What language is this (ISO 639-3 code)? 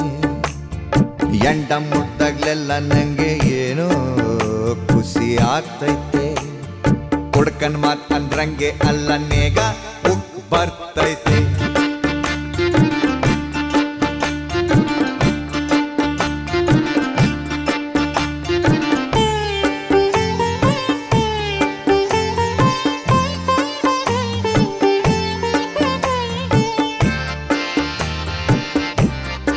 kan